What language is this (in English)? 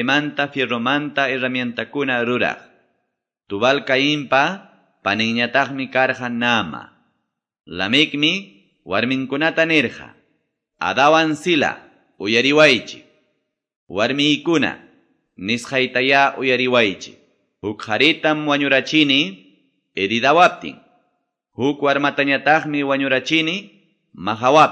Quechua